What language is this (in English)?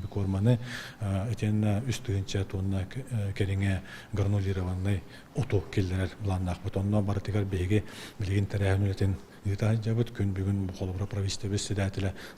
Yakut